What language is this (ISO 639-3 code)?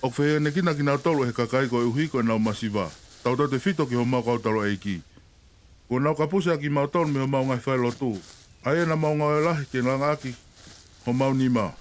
ton